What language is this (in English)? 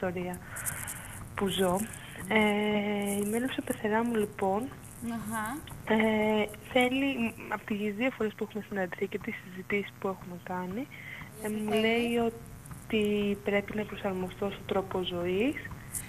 Greek